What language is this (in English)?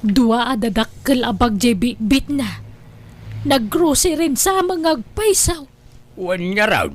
Iloko